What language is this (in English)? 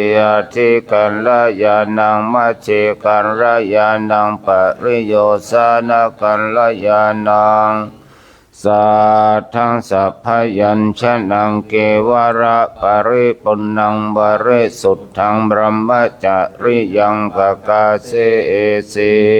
Pali